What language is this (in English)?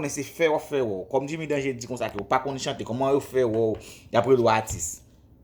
Haitian Creole